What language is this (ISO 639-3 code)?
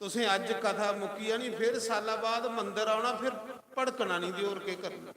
doi